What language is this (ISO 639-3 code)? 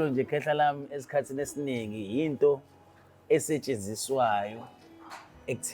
zul